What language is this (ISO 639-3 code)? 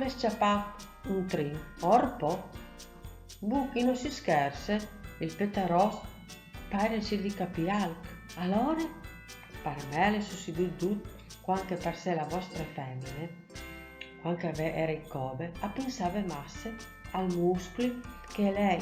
fur